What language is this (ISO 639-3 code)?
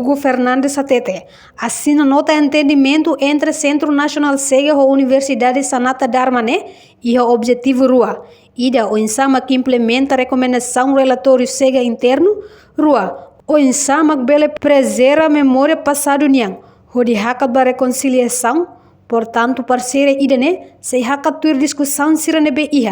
tet